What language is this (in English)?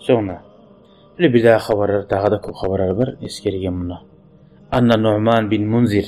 Kumyk